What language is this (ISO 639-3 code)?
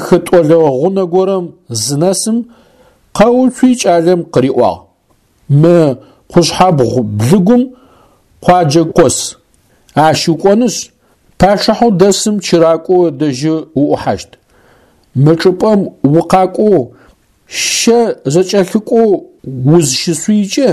ady